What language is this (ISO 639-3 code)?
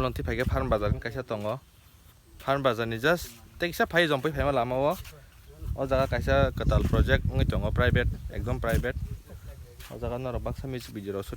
trp